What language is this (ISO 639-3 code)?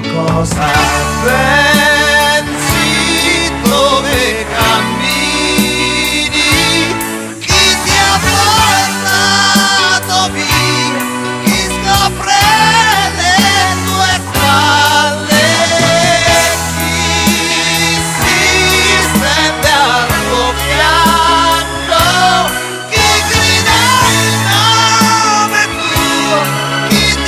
ita